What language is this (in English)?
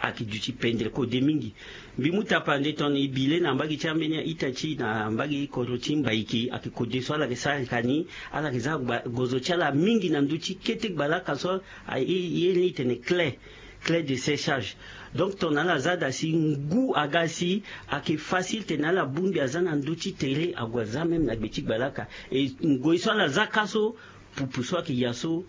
Sango